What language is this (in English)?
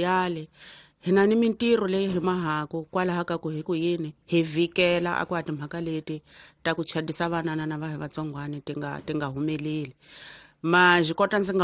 Tsonga